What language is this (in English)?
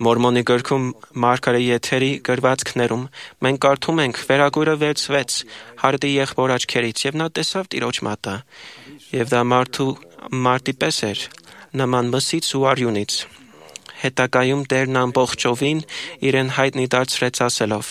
Armenian